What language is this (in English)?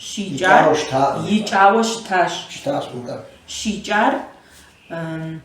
Kabardian